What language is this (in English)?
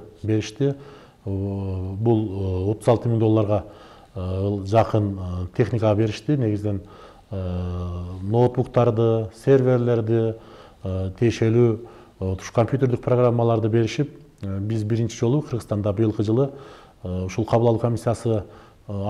Kyrgyz